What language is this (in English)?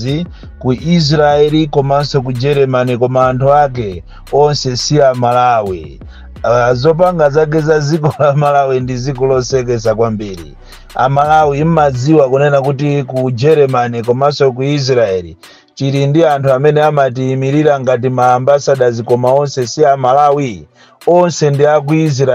Nyanja